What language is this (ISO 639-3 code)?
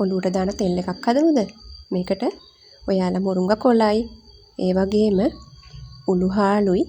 sin